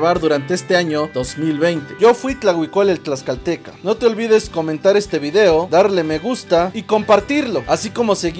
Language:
Spanish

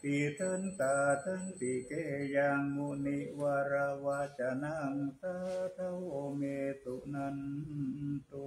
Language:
Pali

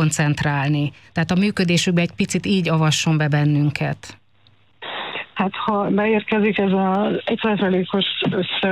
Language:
Hungarian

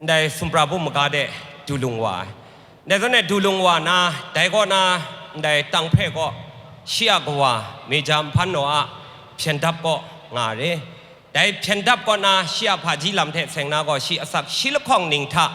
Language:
Kachin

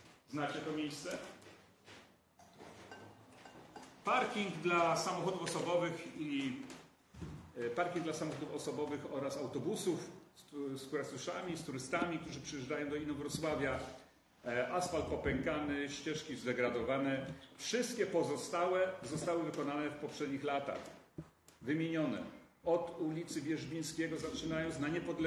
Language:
Polish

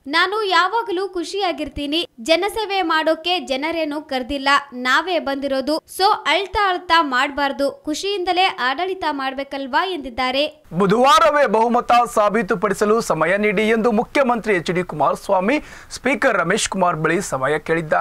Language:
Kannada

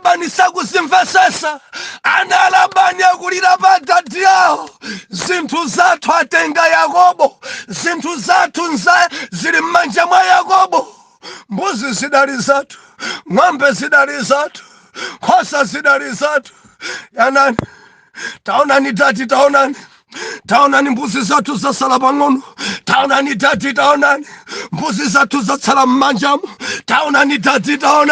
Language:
Nyanja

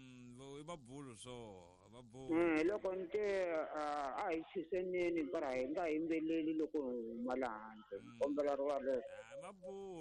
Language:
Tsonga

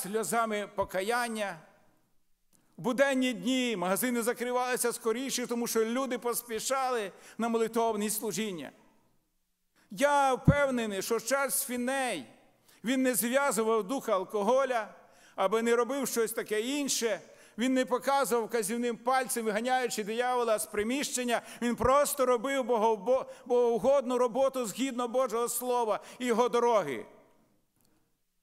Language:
Ukrainian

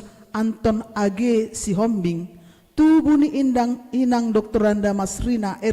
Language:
Batak Toba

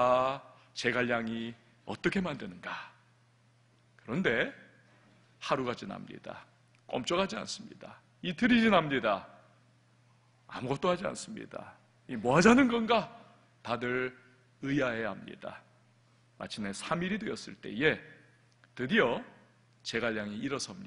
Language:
Korean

